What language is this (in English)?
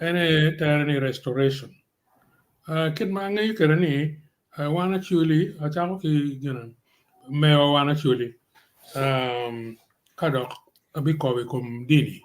Acoli